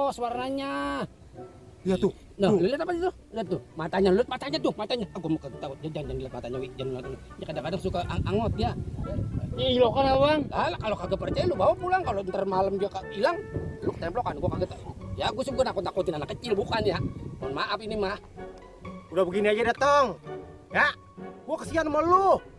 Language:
Betawi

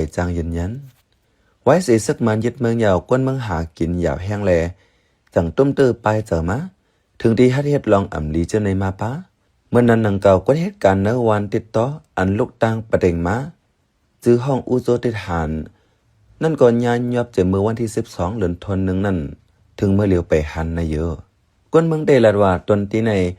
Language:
Shan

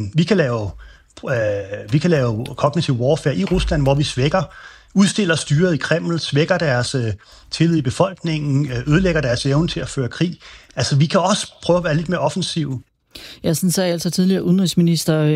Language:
Danish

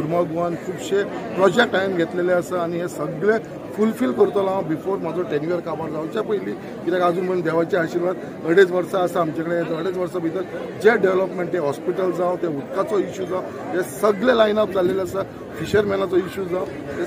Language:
Konkani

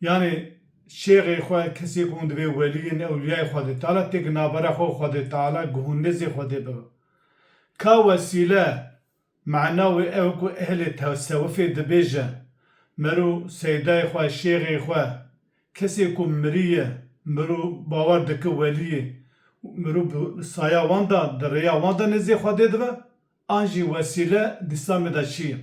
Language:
Kurdish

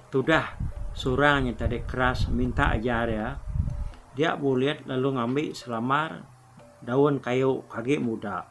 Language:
Iban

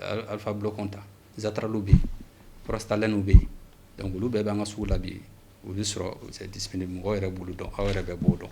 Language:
Bambara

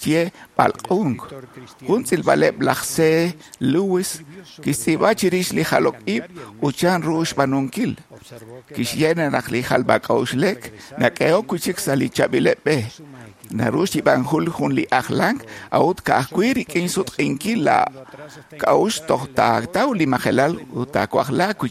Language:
Kekchí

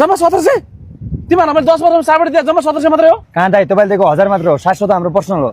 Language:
Nepali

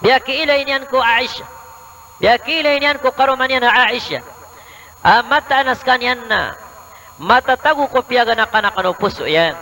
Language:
Maranao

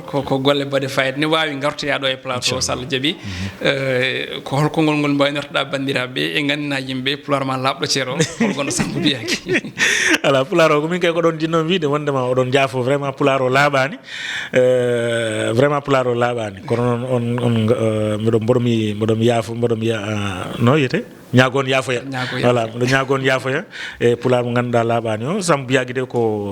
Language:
Fula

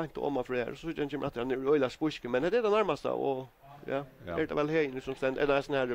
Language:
Faroese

